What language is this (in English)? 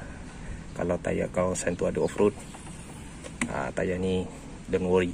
Malay